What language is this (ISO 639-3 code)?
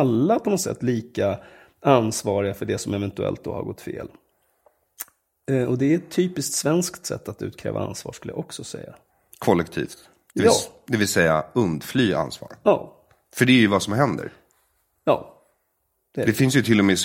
swe